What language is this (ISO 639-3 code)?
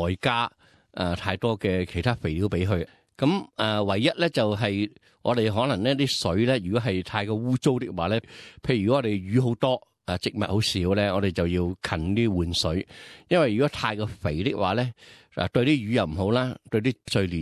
yue